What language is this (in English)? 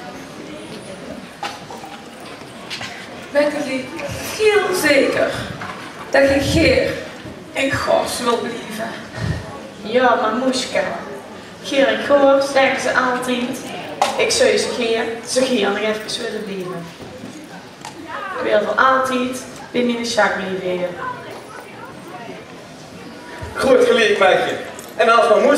Dutch